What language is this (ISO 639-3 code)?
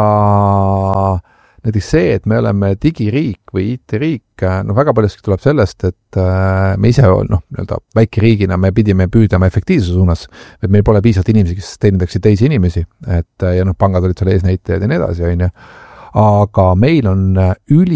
est